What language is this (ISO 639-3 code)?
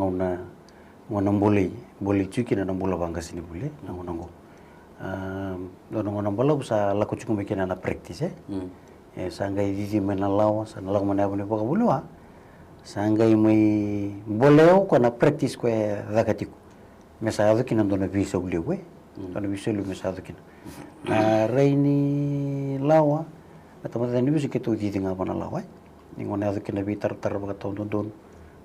fij